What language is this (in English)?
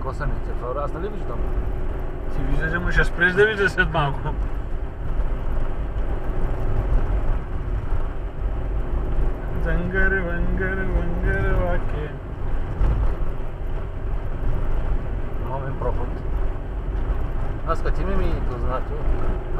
Bulgarian